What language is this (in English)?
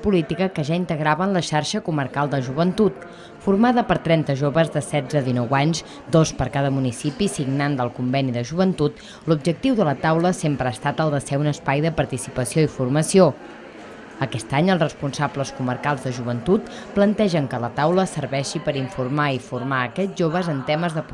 Catalan